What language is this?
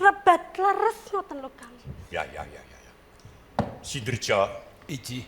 Javanese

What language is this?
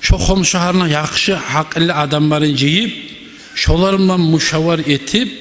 Kumyk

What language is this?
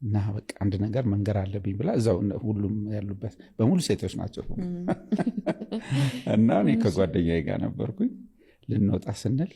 Amharic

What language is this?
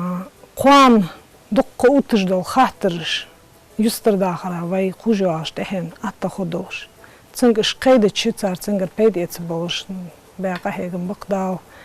Ingush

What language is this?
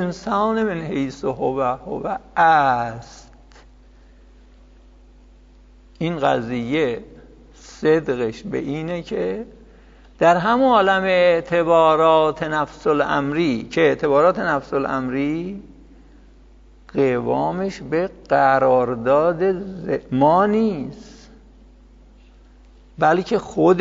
Persian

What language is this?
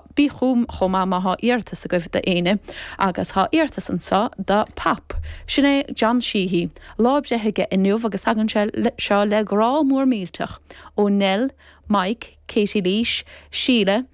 Irish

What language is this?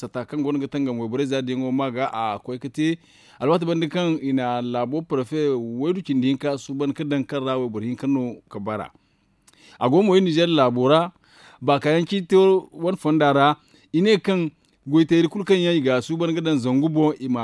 Zarma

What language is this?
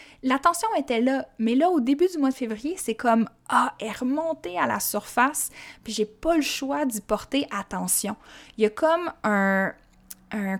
French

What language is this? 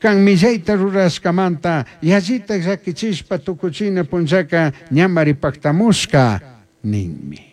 Chimborazo Highland Quichua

